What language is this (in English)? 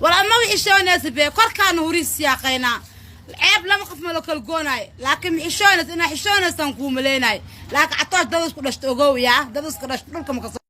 Somali